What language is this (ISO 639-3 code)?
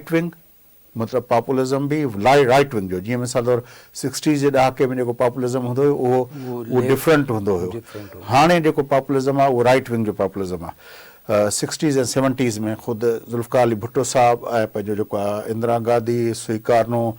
snd